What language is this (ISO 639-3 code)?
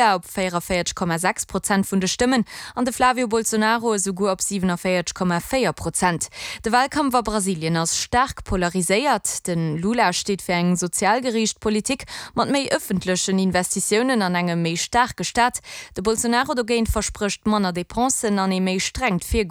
ltz